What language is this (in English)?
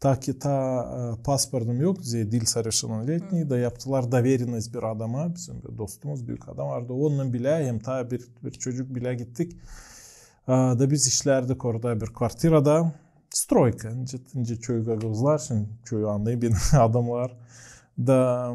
Gagauz